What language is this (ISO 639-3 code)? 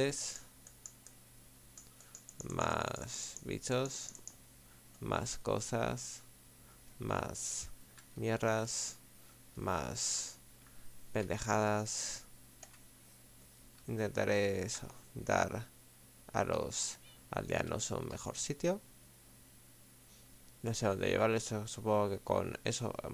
spa